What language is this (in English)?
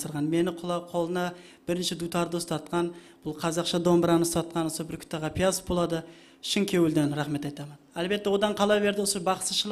Kara-Kalpak